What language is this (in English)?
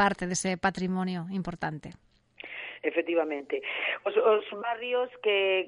Galician